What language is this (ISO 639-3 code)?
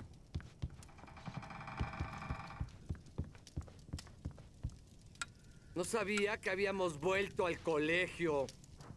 spa